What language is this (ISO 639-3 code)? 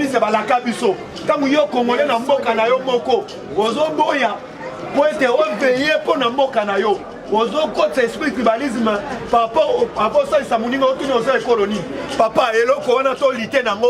lin